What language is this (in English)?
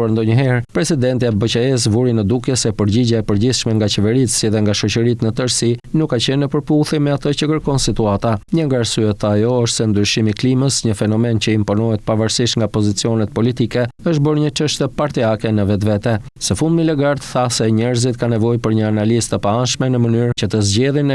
Albanian